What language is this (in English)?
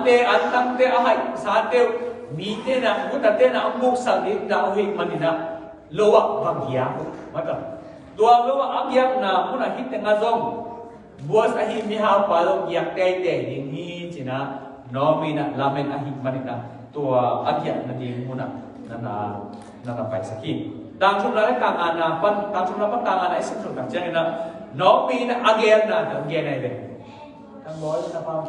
Tedim Chin